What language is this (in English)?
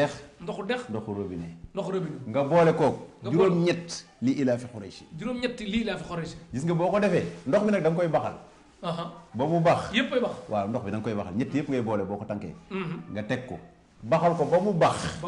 Wolof